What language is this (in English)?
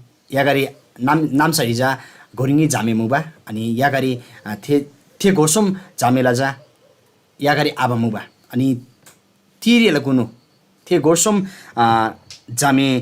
Eastern Tamang